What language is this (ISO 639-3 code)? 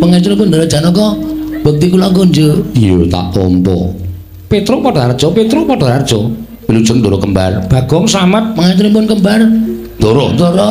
jav